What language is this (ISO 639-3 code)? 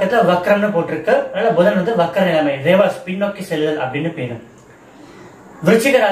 tam